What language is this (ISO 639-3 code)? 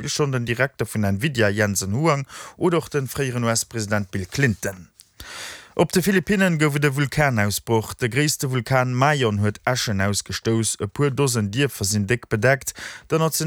ltz